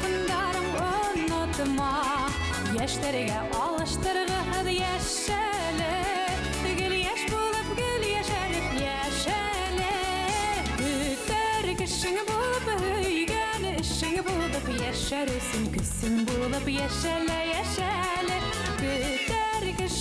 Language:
Bashkir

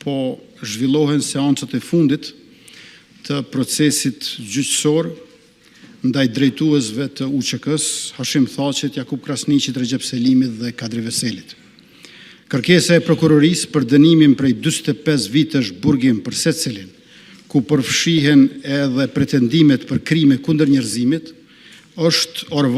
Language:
Albanian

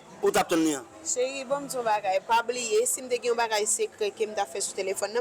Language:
Haitian Creole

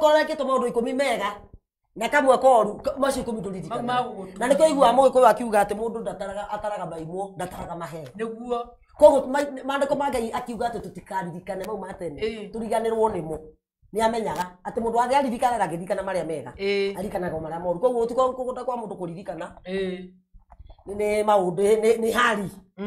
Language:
Kikuyu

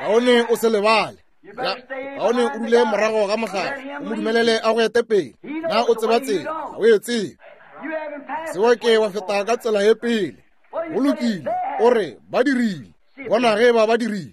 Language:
Northern Sotho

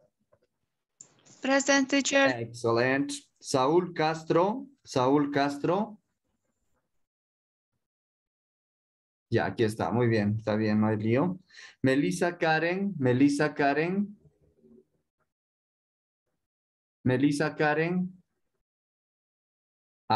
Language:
Spanish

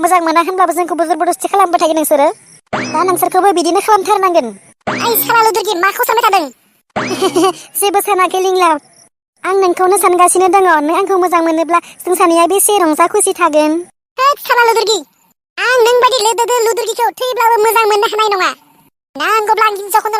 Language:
Bodo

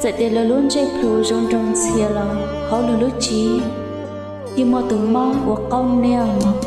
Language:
Hmong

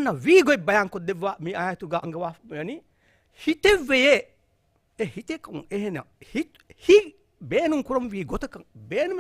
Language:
Divehi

